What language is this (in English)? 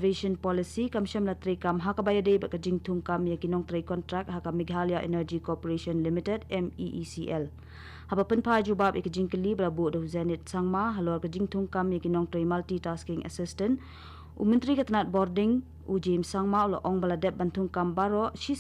Khasi